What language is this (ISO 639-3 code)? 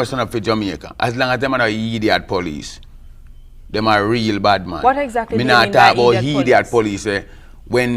jam